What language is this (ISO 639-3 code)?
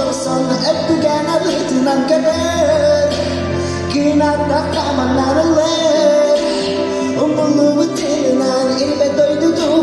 sah